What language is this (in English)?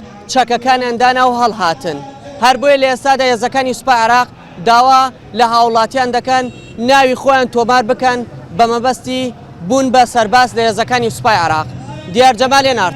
Central Kurdish